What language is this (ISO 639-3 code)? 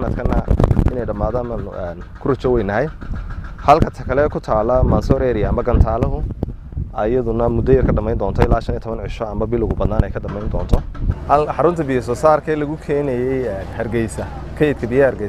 som